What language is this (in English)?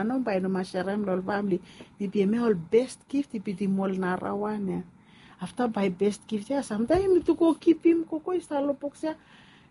Bislama